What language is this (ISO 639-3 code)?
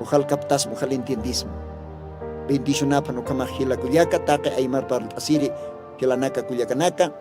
aym